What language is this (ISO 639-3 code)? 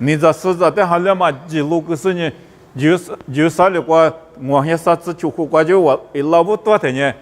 lis